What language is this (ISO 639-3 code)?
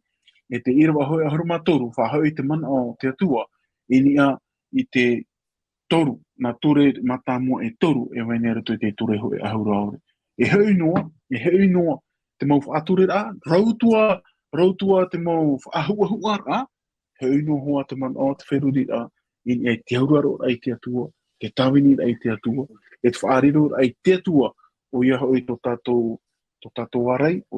tah